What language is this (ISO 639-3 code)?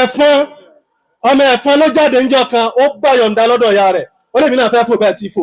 yor